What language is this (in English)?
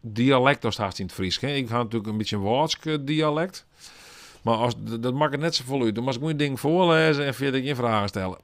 Western Frisian